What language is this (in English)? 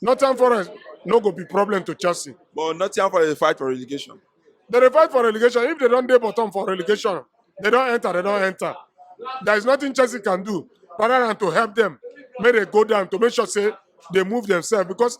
Nigerian Pidgin